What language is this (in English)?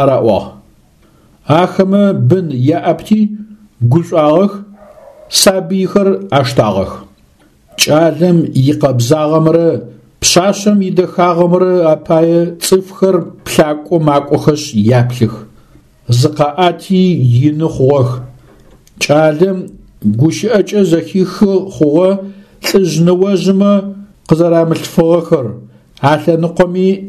Adyghe